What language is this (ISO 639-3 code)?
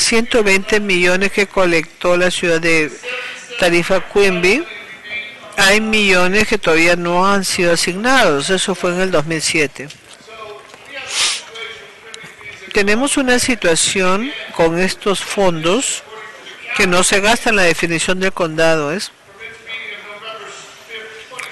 spa